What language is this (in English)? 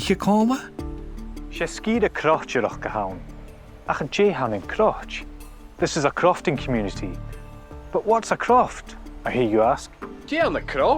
Scottish Gaelic